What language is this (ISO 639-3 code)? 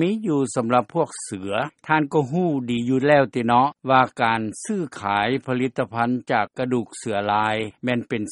lao